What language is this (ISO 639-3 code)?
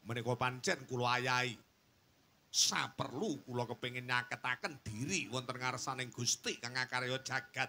jav